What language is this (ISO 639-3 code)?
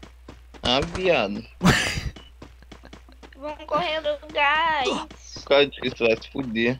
por